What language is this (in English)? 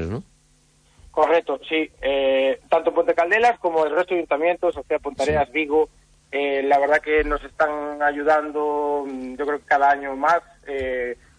Spanish